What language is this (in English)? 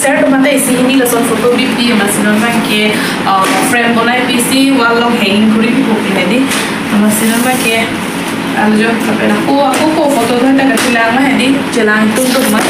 Karbi